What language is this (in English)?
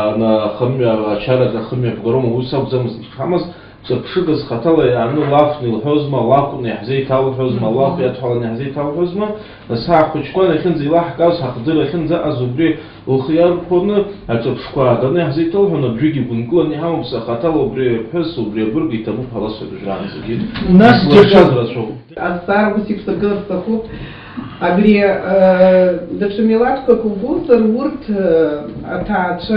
Abkhazian